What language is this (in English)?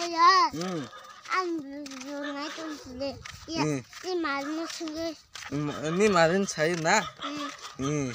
Kok Borok